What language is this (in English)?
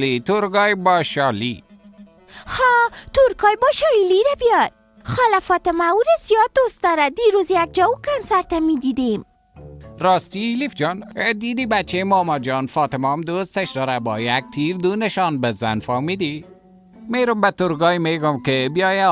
Persian